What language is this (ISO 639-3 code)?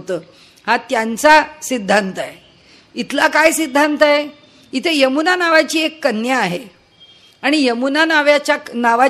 mar